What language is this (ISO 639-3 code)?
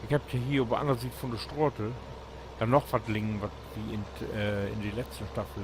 nds